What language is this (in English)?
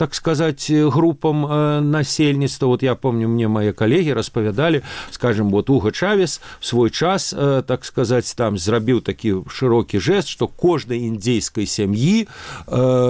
Belarusian